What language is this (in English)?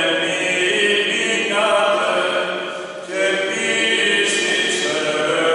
Greek